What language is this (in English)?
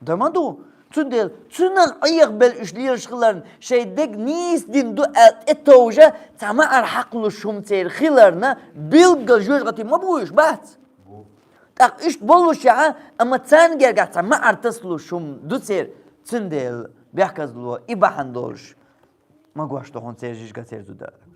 Chechen